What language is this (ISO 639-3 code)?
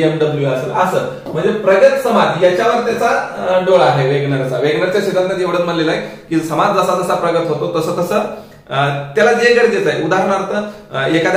mar